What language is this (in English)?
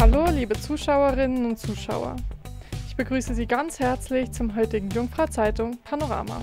Swiss German